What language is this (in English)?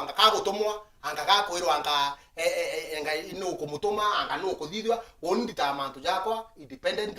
Meru